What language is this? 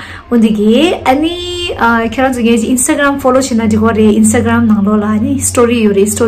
Tibetan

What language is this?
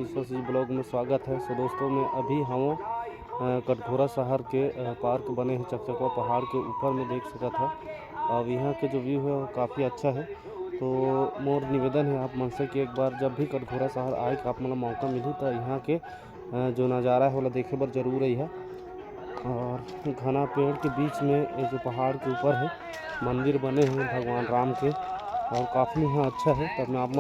Chhattisgarhi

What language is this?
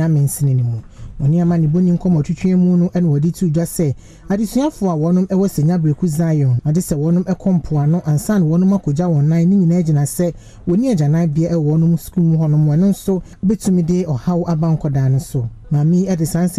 Akan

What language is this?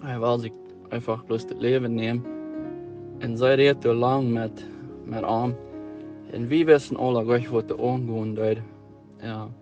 Plautdietsch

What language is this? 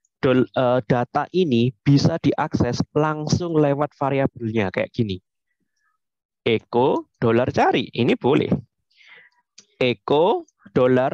Indonesian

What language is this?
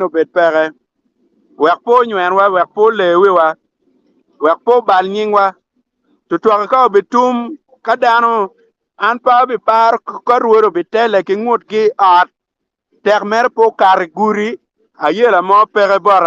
Acoli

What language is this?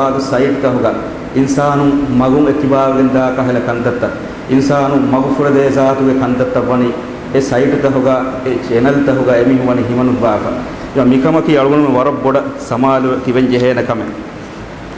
Divehi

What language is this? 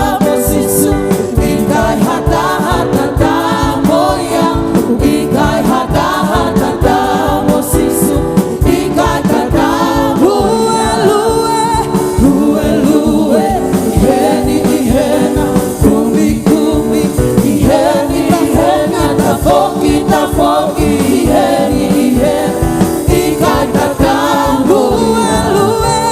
Tongan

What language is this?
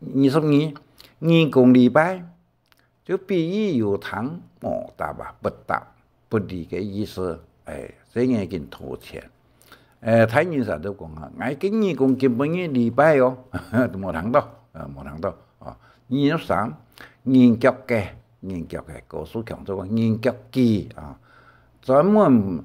Hakka Chinese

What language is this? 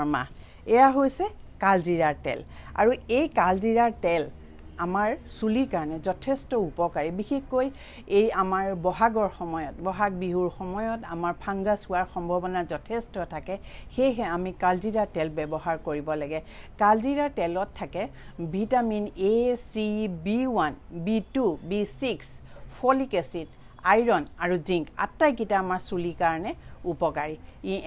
Assamese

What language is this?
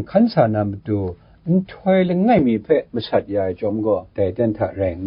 Kachin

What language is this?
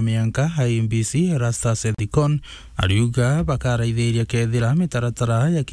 Meru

